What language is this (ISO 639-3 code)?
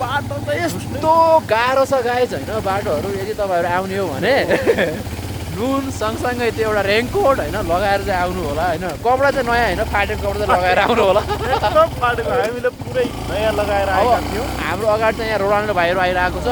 nep